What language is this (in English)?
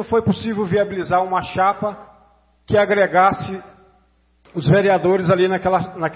Portuguese